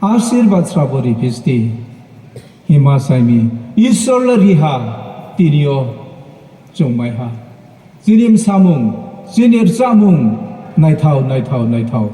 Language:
Riang (India)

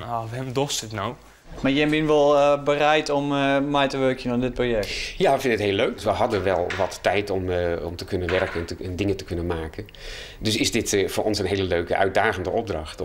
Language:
Western Frisian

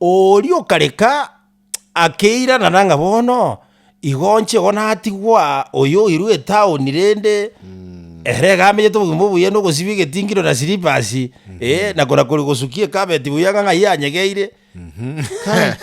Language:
Gusii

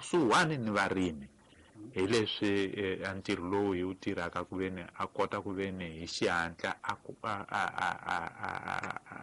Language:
Tsonga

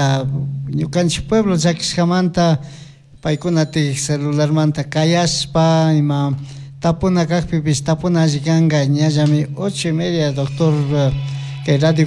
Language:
Chimborazo Highland Quichua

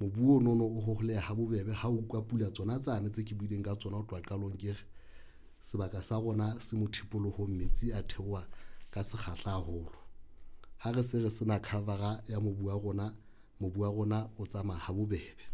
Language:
Southern Sotho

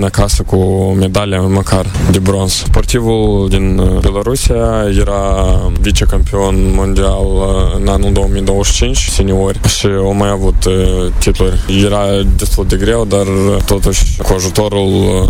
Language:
Romanian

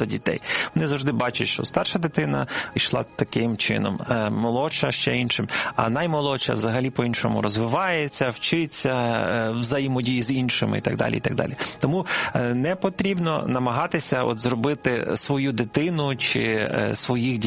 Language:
Ukrainian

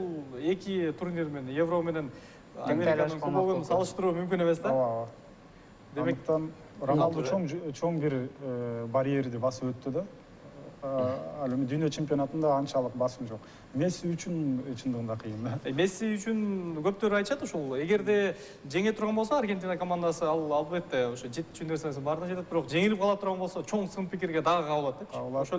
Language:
Kyrgyz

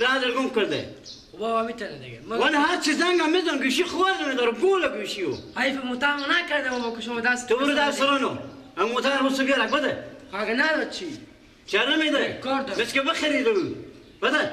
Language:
Persian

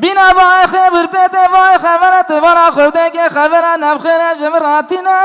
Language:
Kurdish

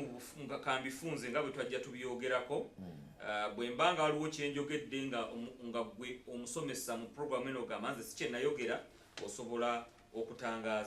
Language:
Ganda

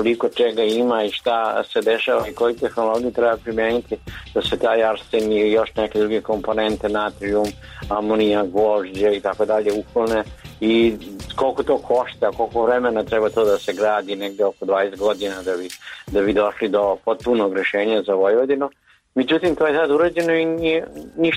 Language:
Serbian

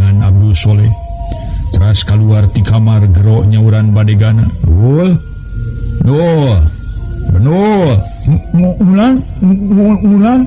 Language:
Sundanese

